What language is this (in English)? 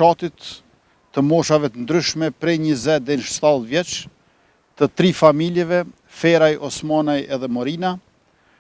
Albanian